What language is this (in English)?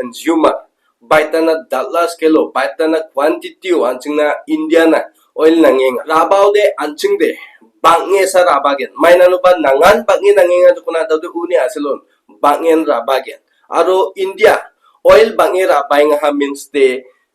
Garo